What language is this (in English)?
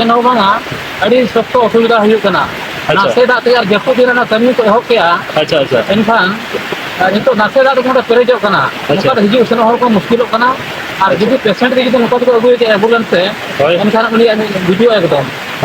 Santali